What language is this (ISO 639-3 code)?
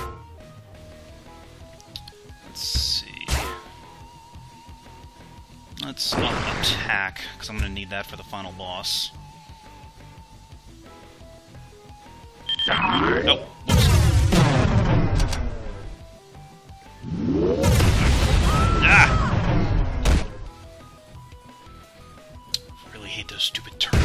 eng